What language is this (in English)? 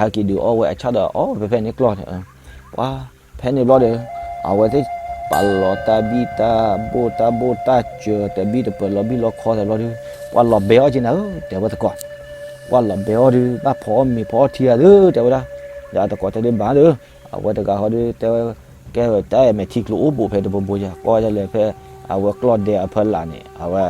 S'gaw Karen